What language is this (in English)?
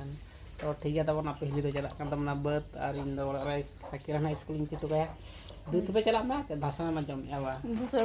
Santali